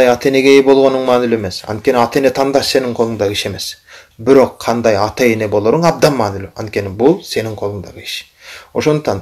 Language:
Kyrgyz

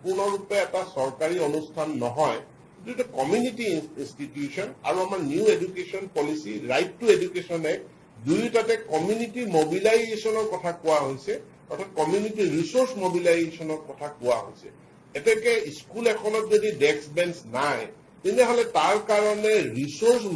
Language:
Assamese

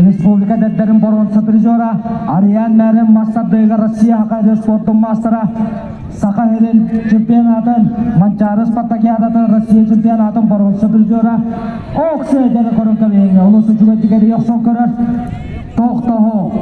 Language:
Yakut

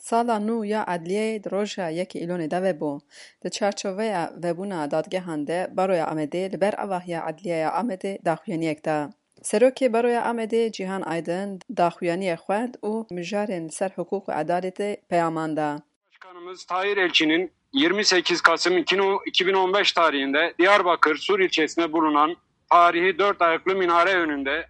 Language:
Kurdish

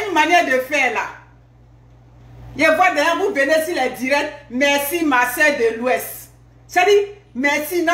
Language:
French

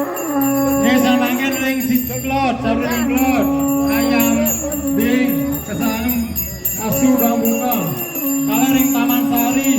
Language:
Balinese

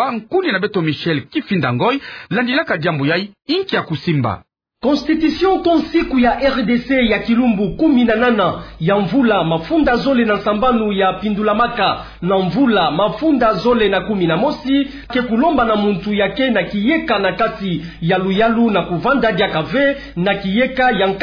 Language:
Kituba (Democratic Republic of Congo)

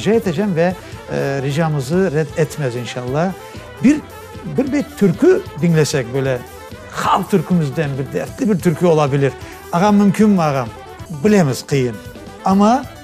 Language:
Crimean Tatar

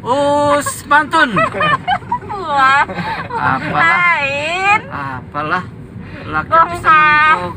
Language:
Banjar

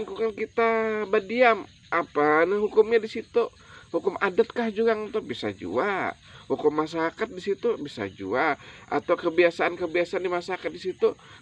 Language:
Banjar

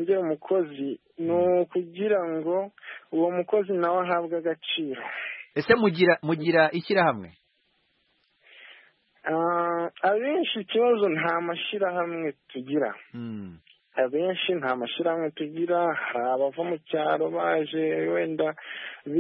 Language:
Kinyarwanda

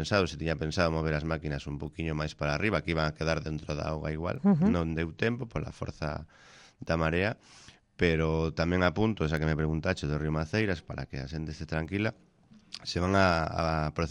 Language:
Galician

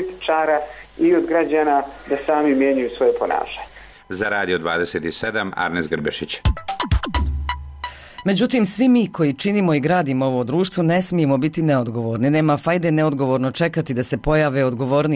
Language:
Bosnian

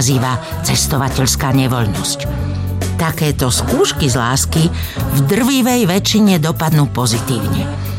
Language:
Slovak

